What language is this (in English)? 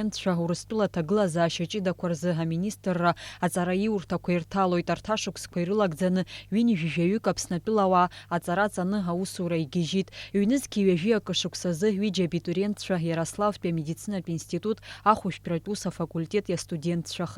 Abkhazian